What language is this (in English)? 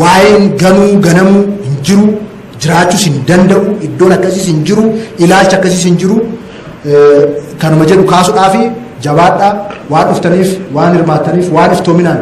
Oromo